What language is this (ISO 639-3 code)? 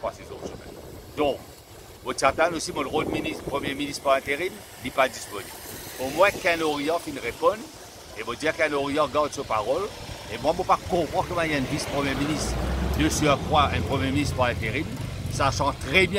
mfe